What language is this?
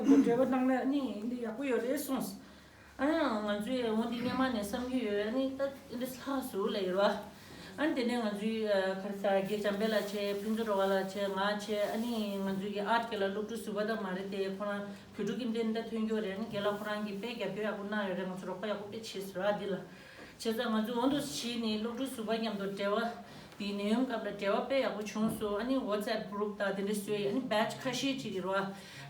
Tibetan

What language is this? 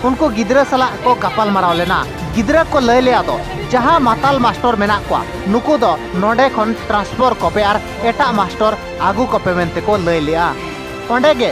Santali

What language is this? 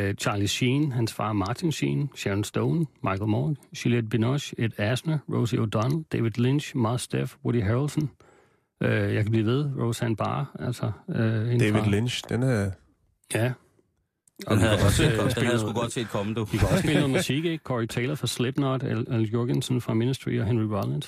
Danish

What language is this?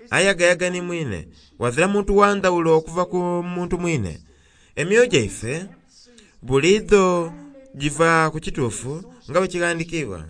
Soga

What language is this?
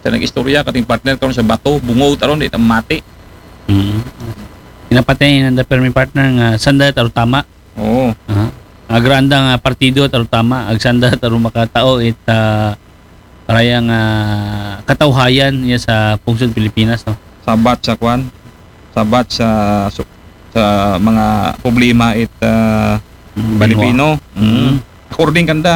Aklanon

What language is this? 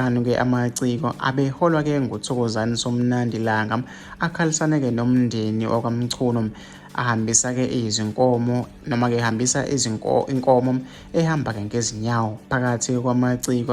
Zulu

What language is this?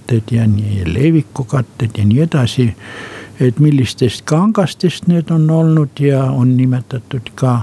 Estonian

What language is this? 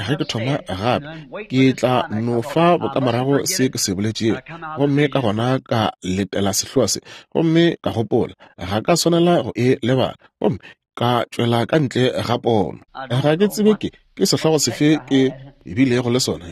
Northern Sotho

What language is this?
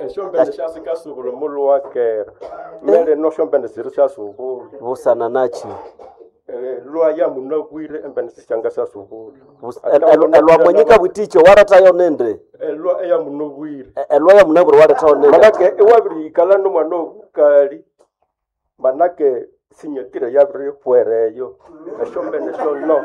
Nande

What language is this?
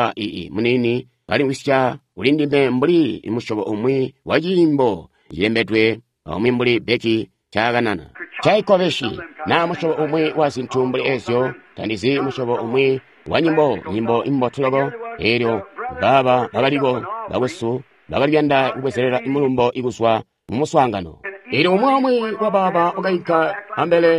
Tonga (Zambia)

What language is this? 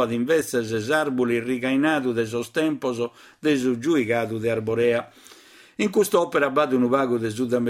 Sardinian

